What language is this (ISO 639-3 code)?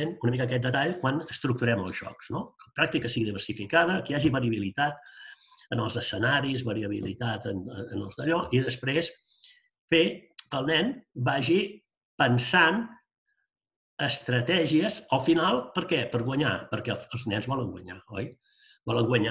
cat